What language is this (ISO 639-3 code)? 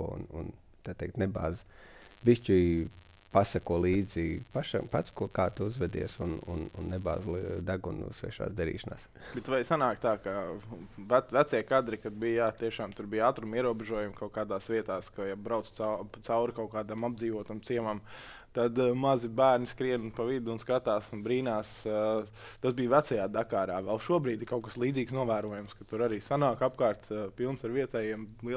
lav